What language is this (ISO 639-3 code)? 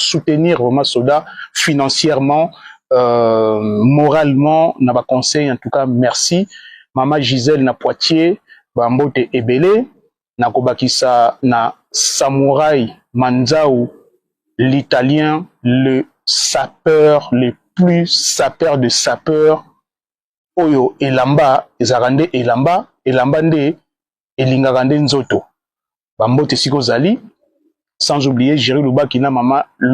lin